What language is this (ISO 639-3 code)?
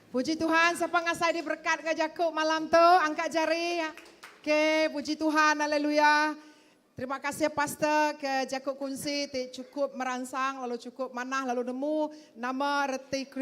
iba